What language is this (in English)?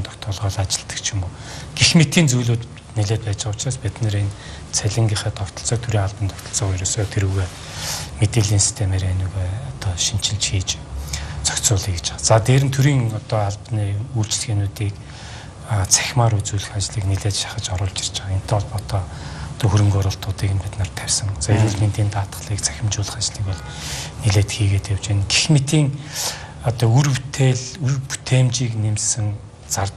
Mongolian